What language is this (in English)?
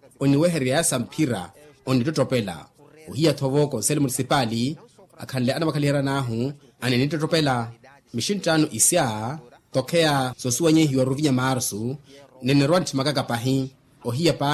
Makhuwa